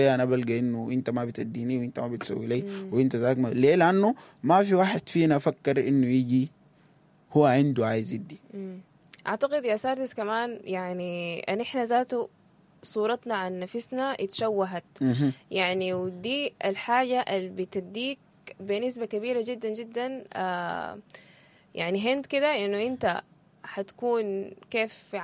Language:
Sudanese Arabic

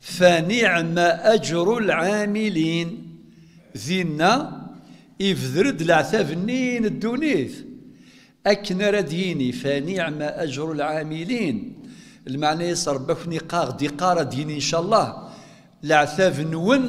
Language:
Kabyle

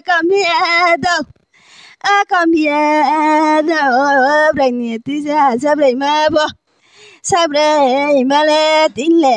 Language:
Riang (India)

